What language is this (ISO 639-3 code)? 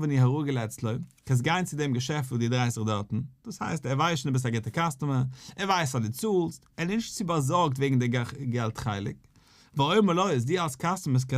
yid